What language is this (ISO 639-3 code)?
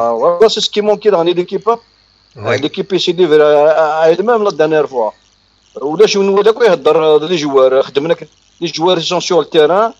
kab